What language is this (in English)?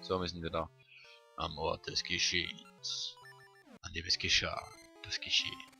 Swiss German